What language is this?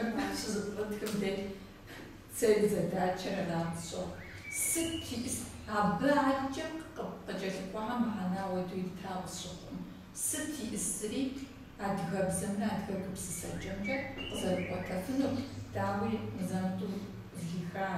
Kabardian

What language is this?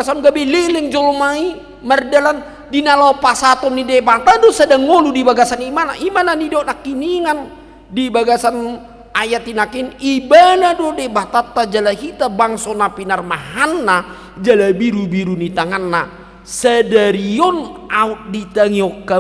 Batak Toba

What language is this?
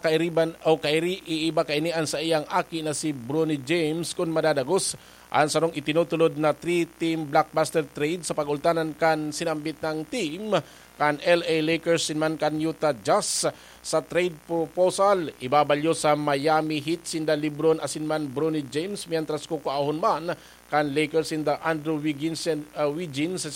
Bikol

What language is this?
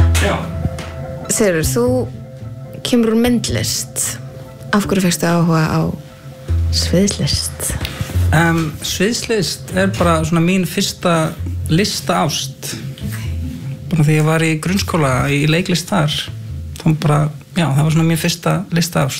Icelandic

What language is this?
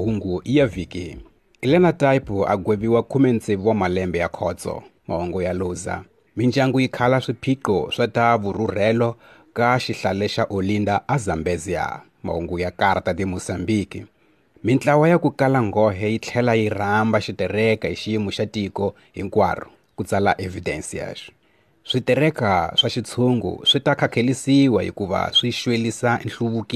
Tsonga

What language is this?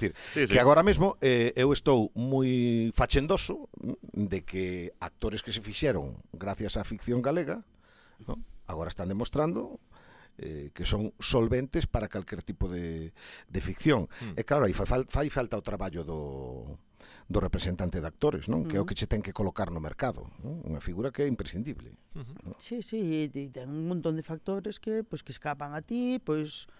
Galician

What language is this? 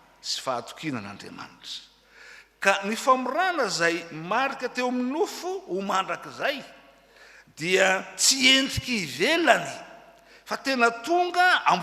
Malagasy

